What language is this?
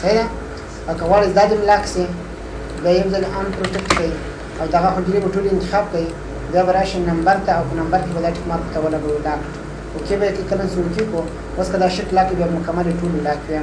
Pashto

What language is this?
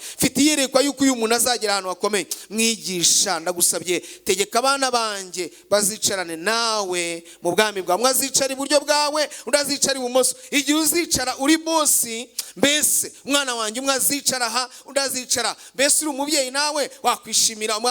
Kinyarwanda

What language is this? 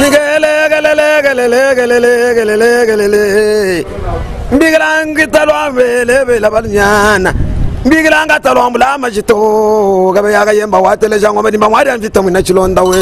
Luba-Lulua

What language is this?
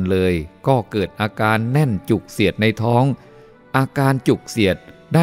Thai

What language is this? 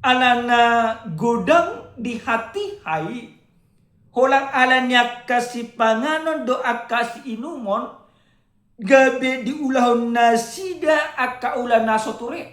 Batak Toba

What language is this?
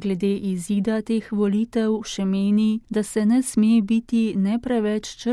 Slovenian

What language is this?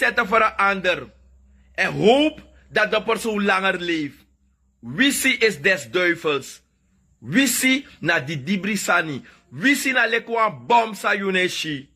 Sranan Tongo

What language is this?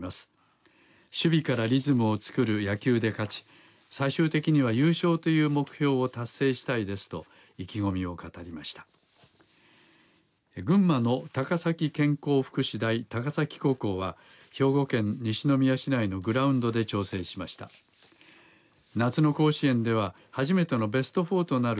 Japanese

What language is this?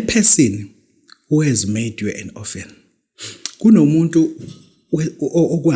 Zulu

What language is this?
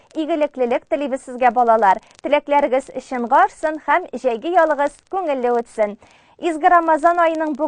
Tatar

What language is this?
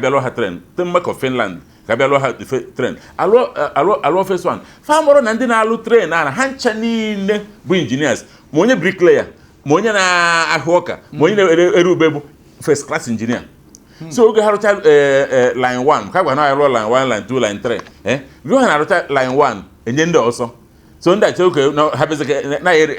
Igbo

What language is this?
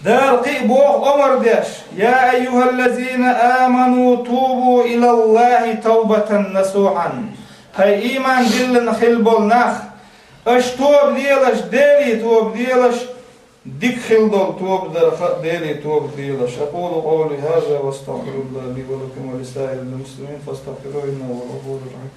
Chechen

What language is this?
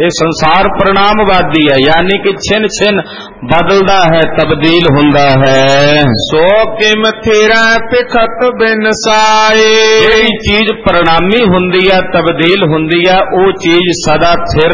Punjabi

